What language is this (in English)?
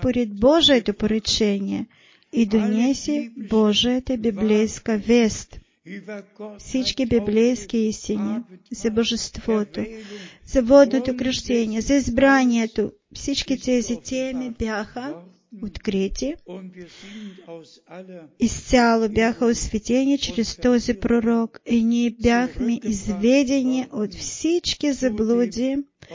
Bulgarian